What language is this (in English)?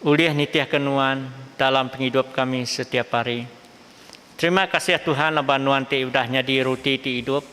Iban